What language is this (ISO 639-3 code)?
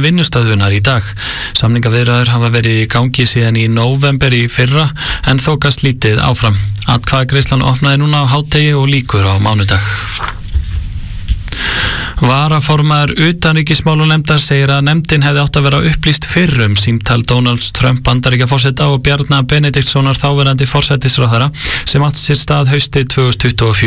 isl